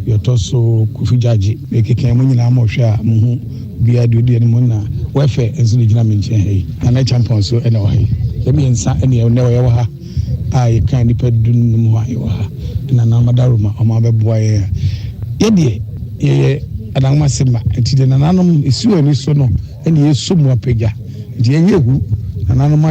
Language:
Akan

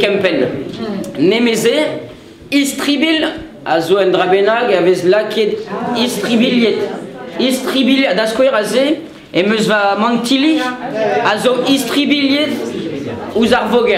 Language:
Breton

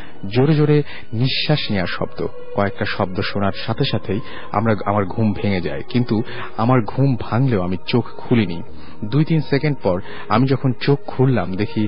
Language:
Bangla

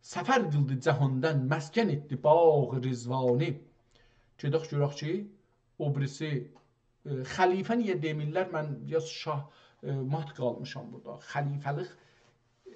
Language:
South Azerbaijani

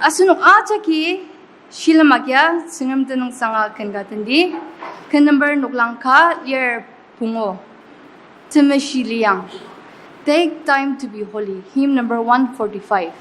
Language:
Ao Naga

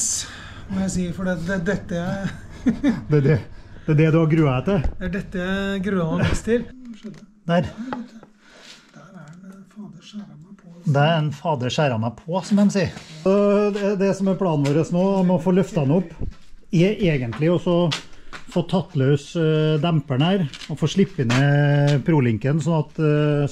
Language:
Norwegian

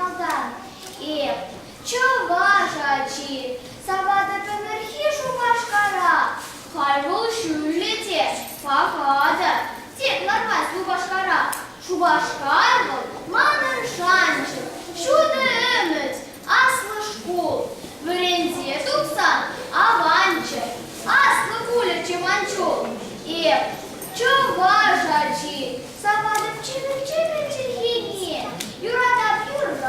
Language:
Chuvash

